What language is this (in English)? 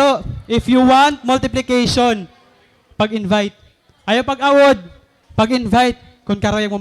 Waray